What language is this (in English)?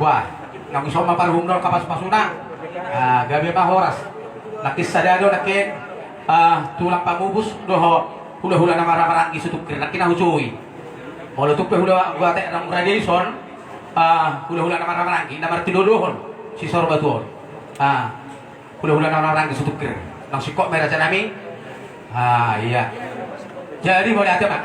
Batak Toba